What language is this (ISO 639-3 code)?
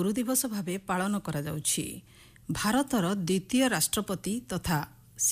ori